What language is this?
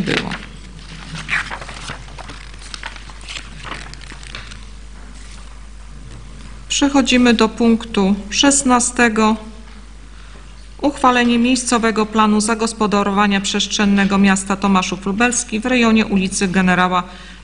Polish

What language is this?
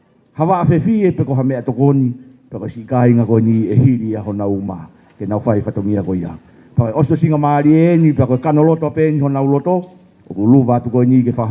Tongan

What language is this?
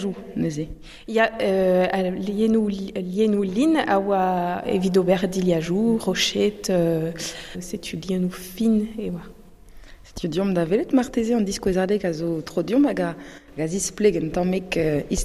Breton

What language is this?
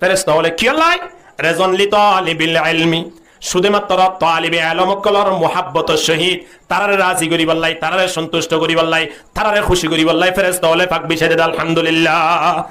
Rohingya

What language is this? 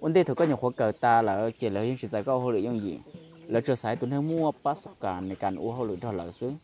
Hmong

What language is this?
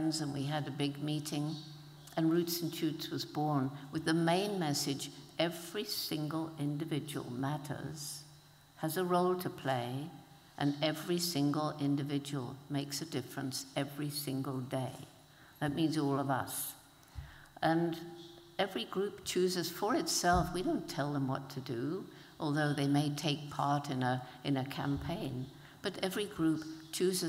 English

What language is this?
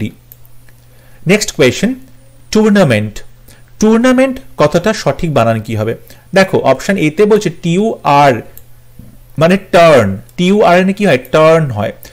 Bangla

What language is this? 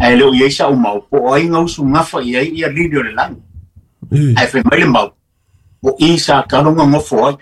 Samoan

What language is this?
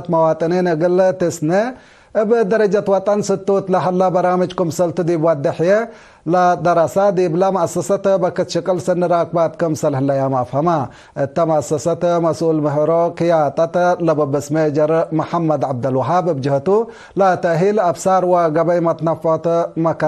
Tigre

